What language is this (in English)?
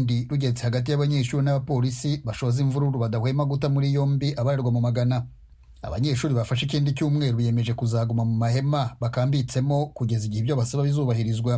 Kinyarwanda